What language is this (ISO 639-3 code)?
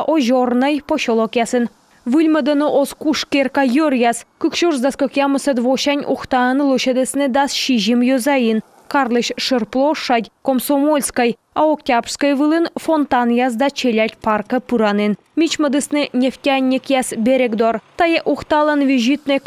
kom